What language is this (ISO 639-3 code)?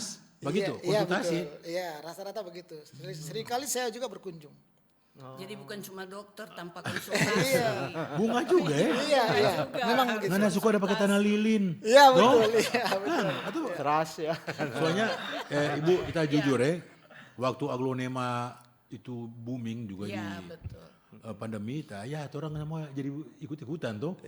xmm